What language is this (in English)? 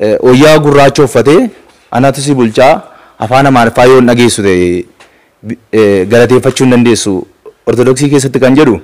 Oromo